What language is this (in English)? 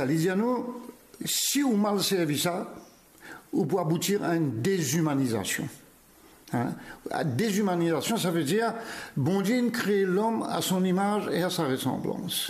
Morisyen